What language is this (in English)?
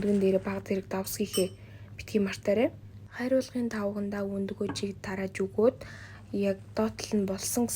Mongolian